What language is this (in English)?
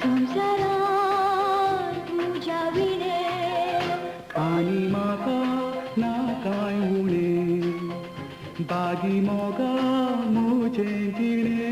Konkani